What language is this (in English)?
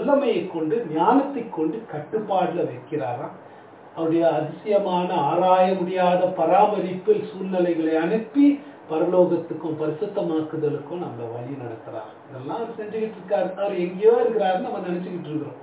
Tamil